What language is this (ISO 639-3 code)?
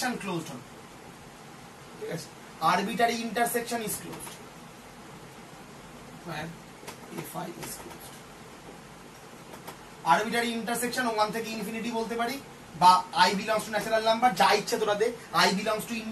ben